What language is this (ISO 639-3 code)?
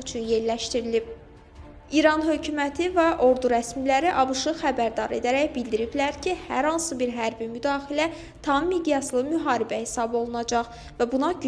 aze